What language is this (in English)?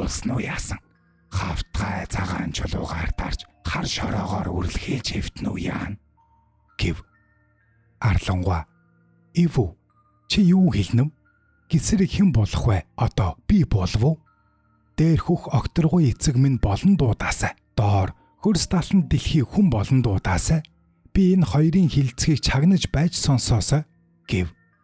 Mongolian